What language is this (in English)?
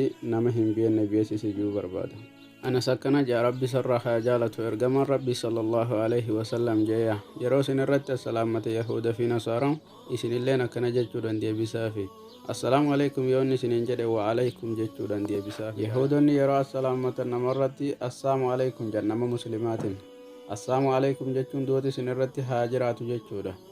Oromo